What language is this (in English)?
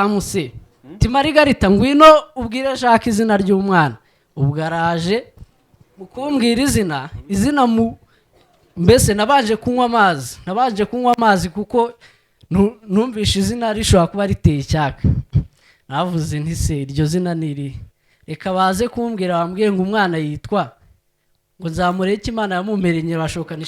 Kinyarwanda